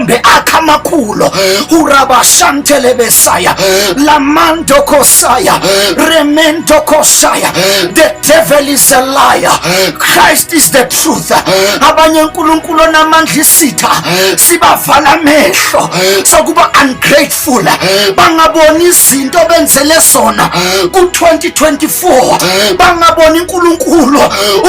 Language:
Zulu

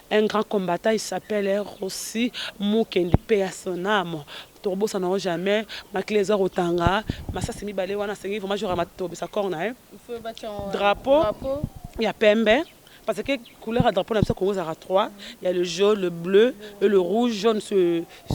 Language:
Lingala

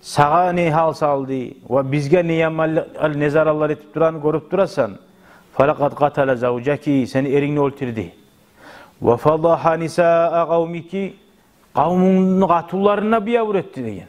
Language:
Kumyk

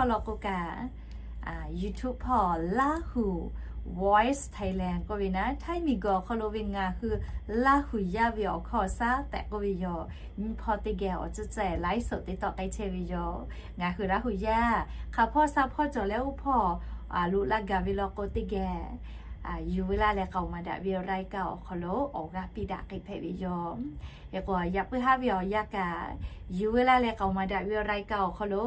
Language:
Lahu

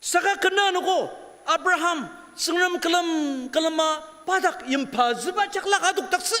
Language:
Ao Naga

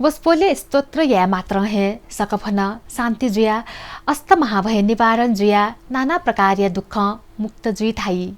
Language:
Newari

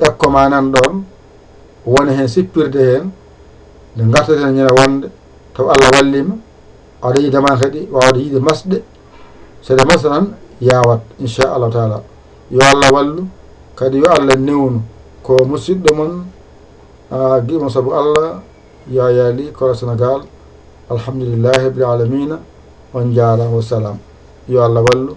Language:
Fula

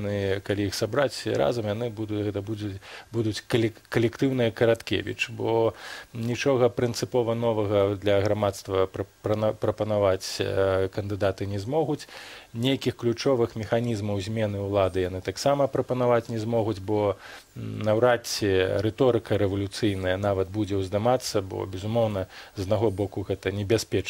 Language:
Belarusian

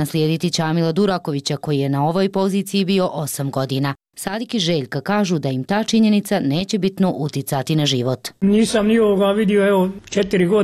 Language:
Bosnian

